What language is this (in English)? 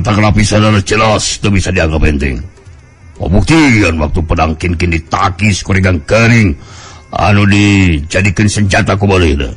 Sundanese